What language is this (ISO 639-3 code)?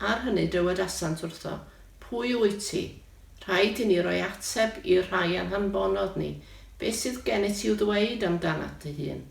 cym